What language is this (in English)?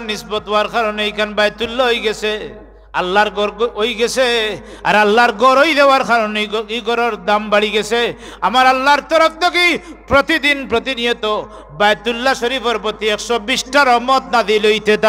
Sylheti